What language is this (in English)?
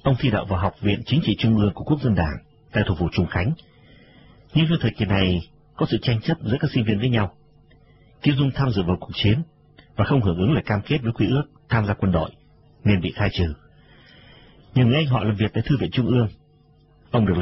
Vietnamese